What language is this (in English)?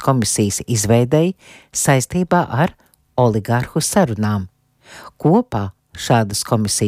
Latvian